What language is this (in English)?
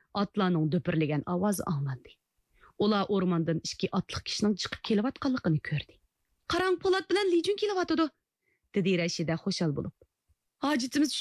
Uyghur